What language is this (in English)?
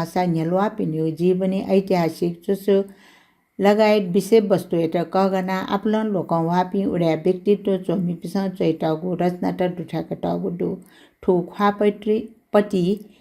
Newari